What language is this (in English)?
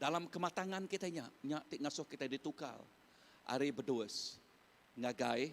Iban